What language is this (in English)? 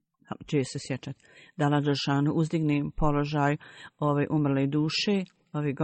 Bosnian